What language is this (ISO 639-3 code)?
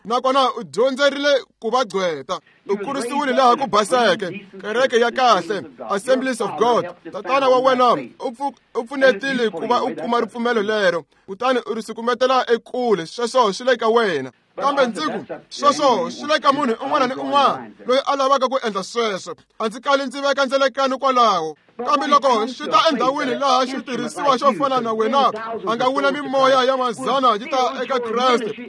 tso